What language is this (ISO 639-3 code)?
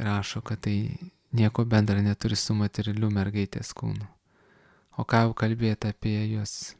lit